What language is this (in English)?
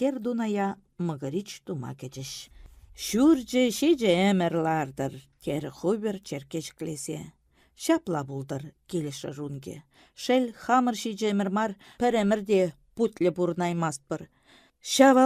Chuvash